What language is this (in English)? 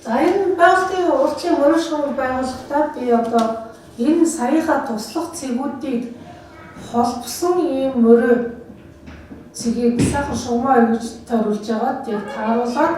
Mongolian